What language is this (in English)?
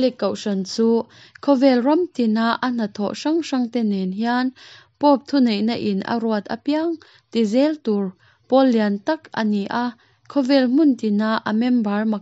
Mizo